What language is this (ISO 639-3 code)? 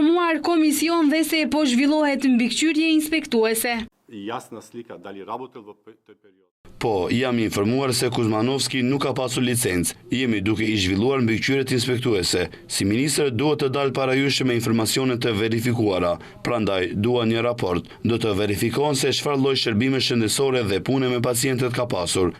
sqi